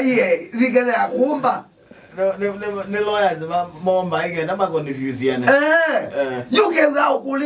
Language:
Kamba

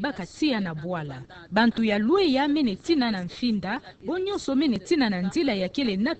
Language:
Kituba (Democratic Republic of Congo)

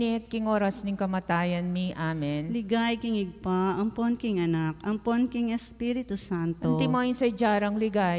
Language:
Pampanga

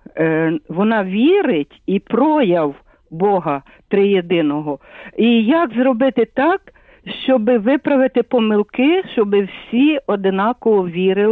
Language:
Ukrainian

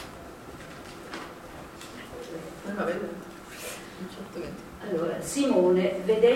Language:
Italian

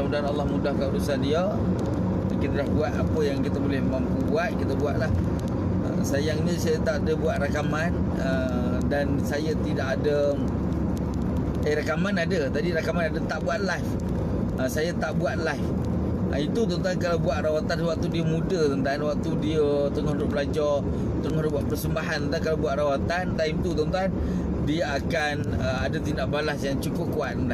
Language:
Malay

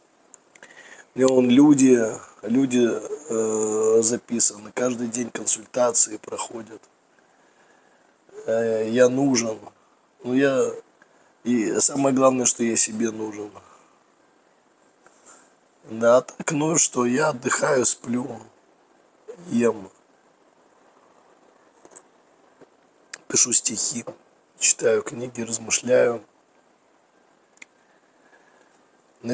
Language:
Russian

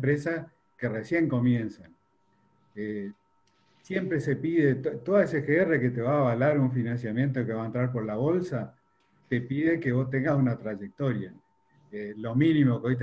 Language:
Spanish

